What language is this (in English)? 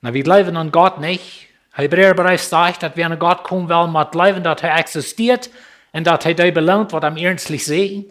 Plautdietsch